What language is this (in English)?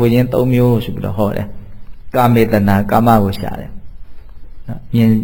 Burmese